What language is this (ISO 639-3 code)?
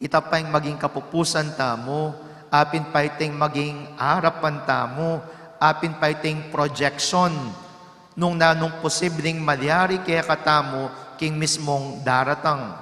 pam